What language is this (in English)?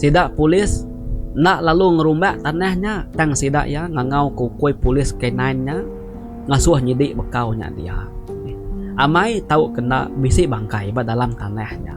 Iban